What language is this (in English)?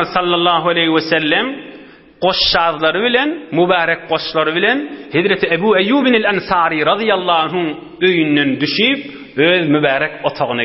Turkmen